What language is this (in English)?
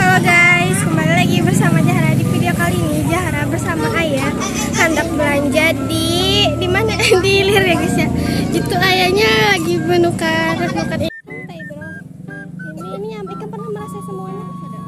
Banjar